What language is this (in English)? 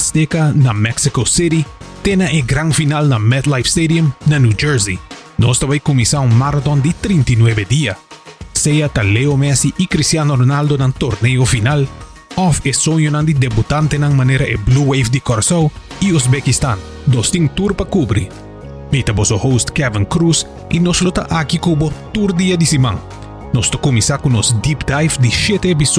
Papiamento